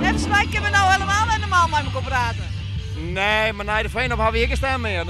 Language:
Western Frisian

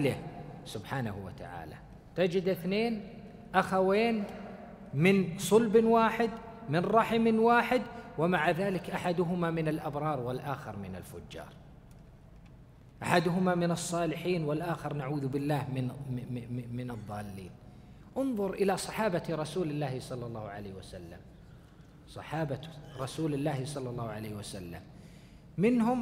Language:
Arabic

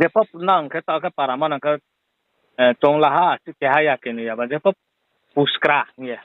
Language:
Riang (India)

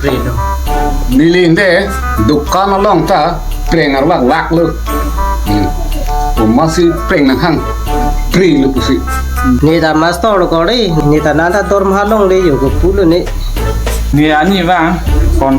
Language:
Karbi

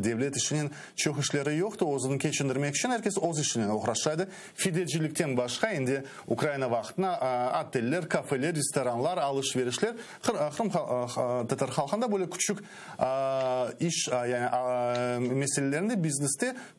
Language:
Crimean Tatar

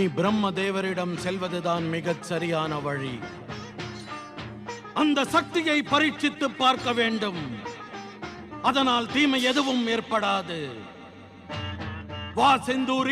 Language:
Tamil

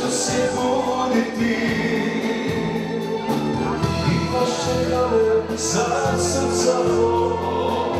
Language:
Croatian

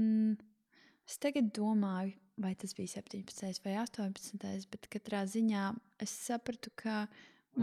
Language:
Latvian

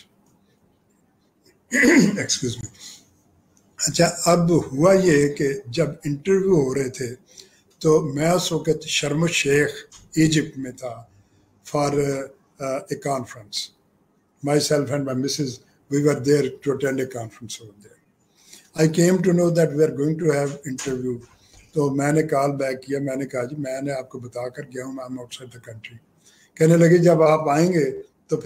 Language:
Urdu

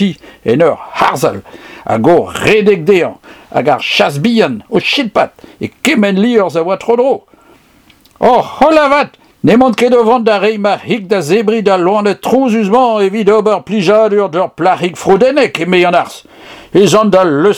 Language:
Breton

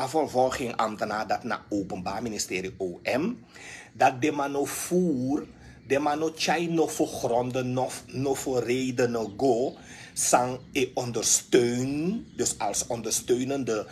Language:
Sranan Tongo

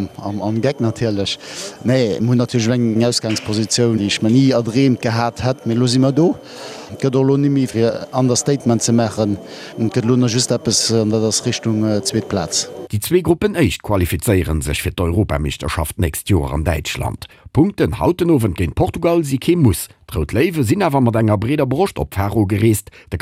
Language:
Luxembourgish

